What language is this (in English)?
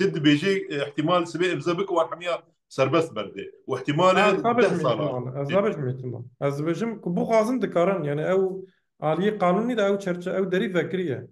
Kurdish